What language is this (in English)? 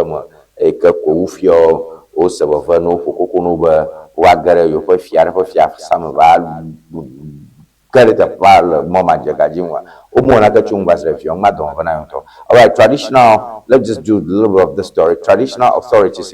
Ewe